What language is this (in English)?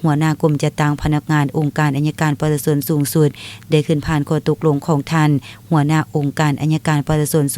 Lao